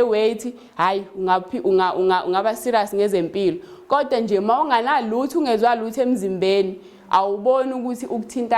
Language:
Zulu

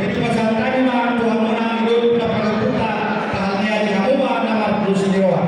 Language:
Batak Toba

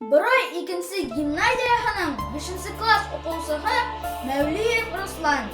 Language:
Bashkir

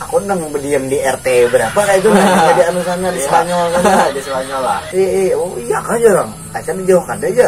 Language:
Banjar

